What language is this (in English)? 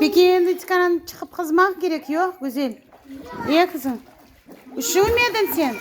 Crimean Tatar